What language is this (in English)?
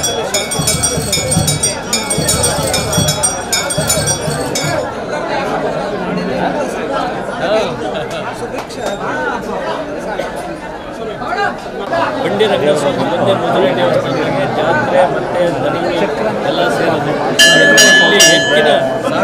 Kannada